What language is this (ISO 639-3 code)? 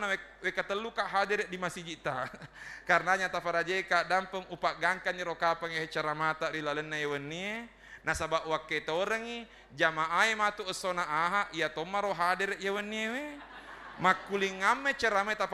bug